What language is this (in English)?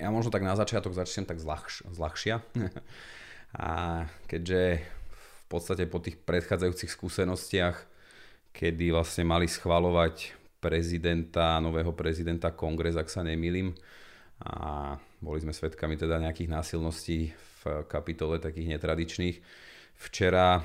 Slovak